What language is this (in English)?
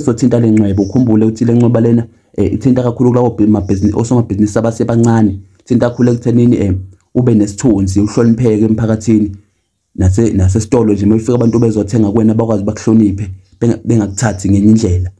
Zulu